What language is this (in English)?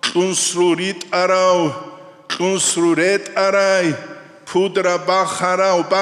Avaric